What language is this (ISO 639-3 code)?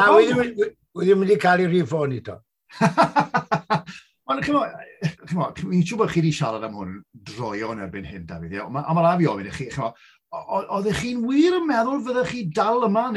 cym